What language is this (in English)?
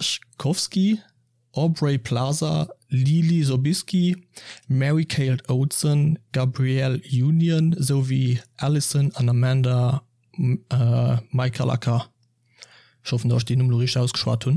Luxembourgish